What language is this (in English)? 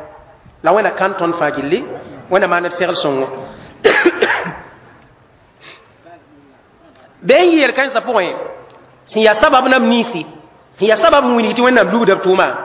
Mossi